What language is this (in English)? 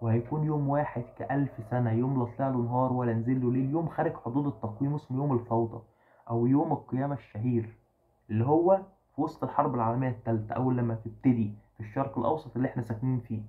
Egyptian Arabic